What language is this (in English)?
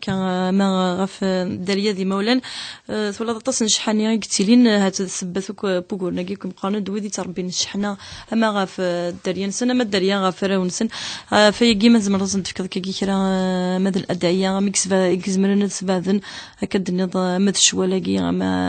Kabyle